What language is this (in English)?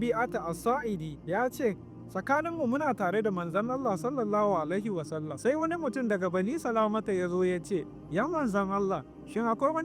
Hausa